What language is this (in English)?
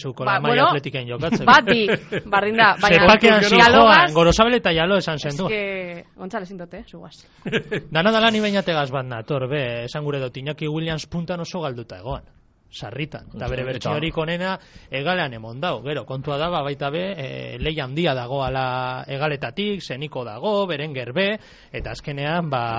Basque